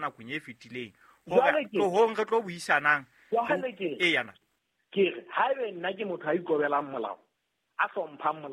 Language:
Southern Sotho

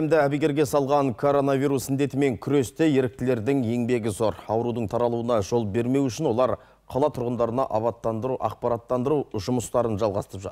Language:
Kazakh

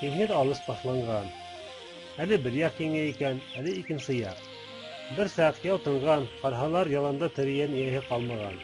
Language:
Bashkir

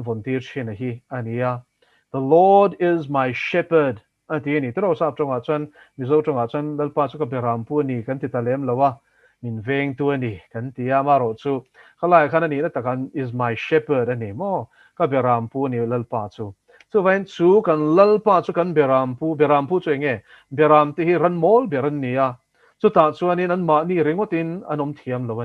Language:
Mizo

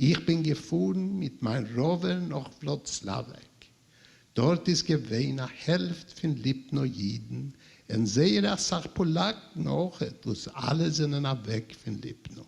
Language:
Yiddish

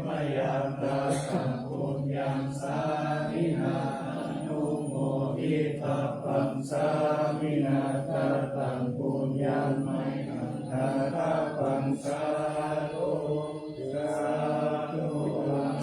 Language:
Pali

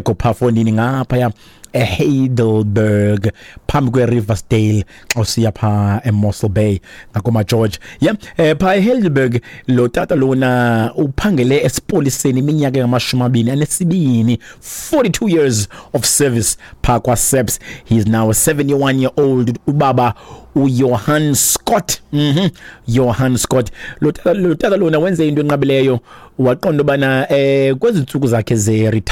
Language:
Xhosa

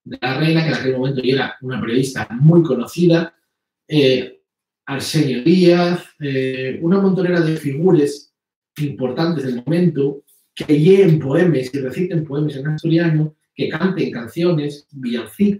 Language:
Asturian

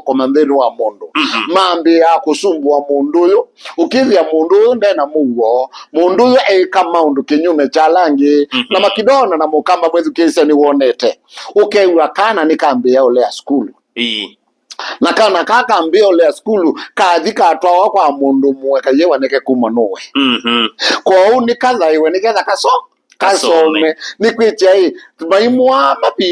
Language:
Kamba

